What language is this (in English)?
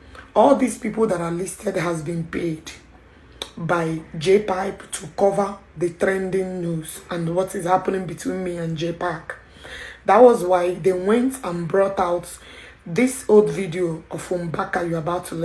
Igbo